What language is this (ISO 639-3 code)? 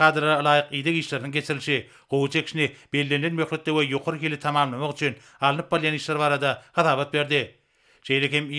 tuk